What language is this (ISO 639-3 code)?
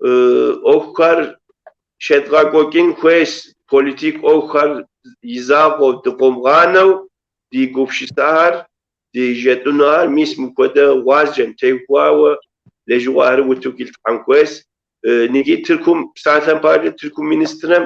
kbd